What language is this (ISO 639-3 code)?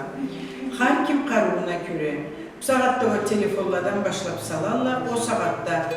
krc